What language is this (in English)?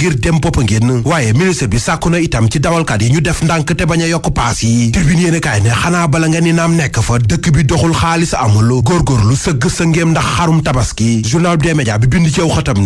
Wolof